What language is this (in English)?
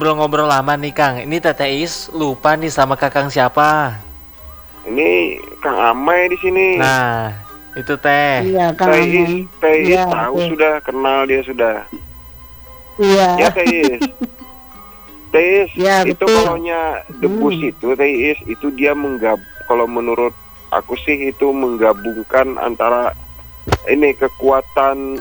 Indonesian